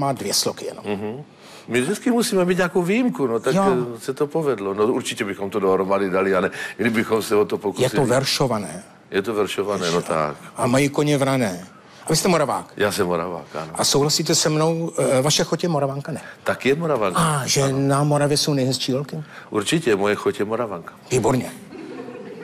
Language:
Czech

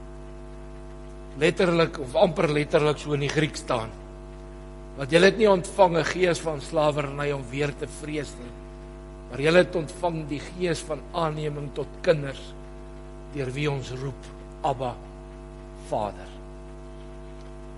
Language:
Afrikaans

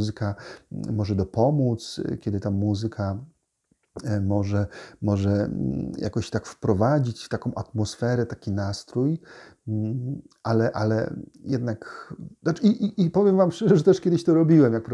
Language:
Polish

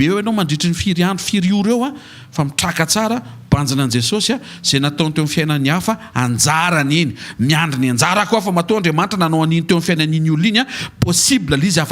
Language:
Malagasy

